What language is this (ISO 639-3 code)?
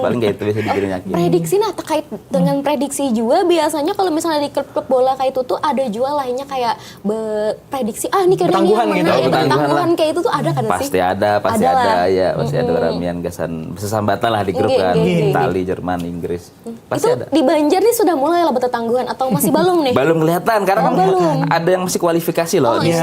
bjn